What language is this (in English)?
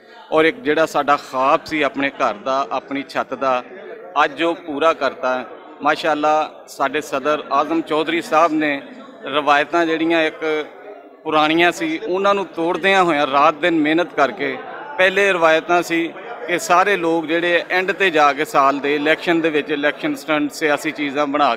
Western Panjabi